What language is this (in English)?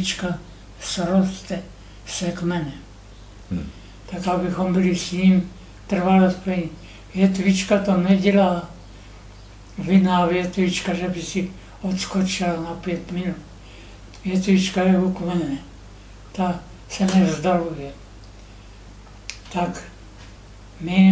Czech